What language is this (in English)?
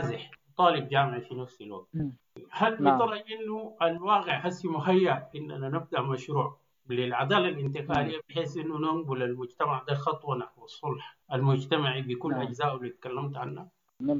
Sudanese Arabic